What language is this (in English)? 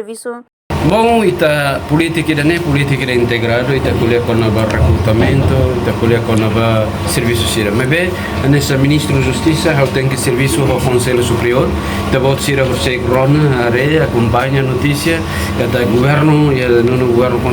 Tetum